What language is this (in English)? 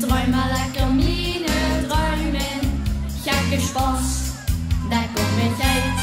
Limburgish